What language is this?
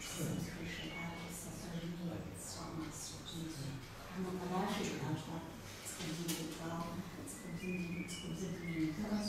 Kabardian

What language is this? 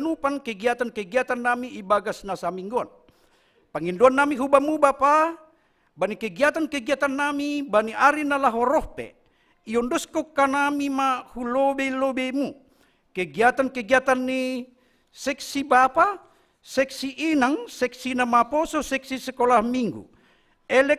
Batak Simalungun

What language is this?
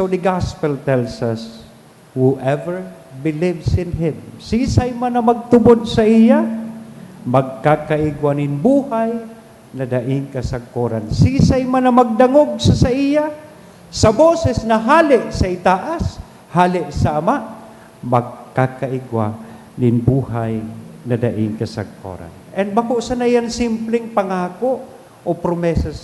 Bikol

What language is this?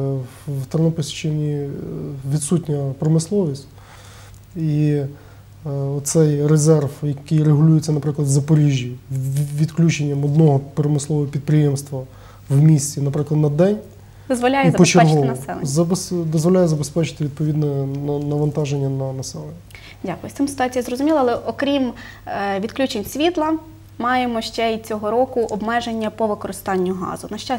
Ukrainian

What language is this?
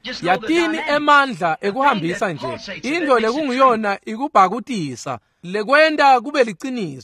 Swati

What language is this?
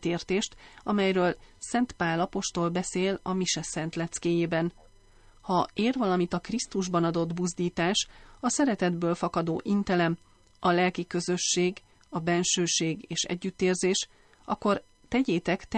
Hungarian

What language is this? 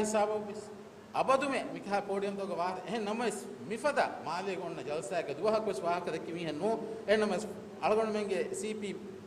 Divehi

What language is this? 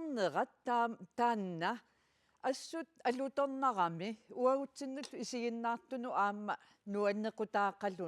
Kalaallisut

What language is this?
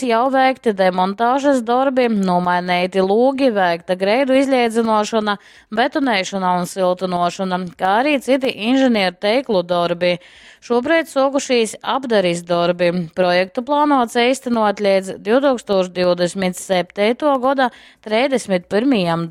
Latgalian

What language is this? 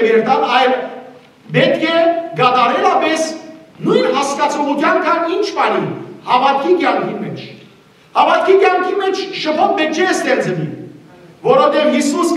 Western Armenian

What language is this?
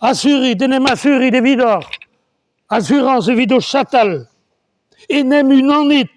Breton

